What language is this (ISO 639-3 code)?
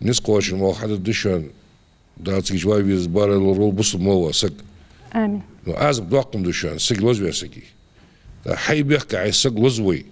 inh